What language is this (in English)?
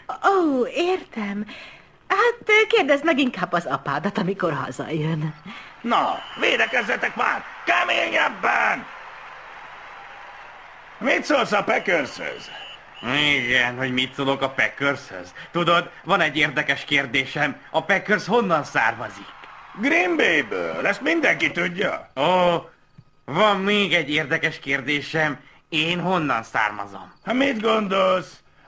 Hungarian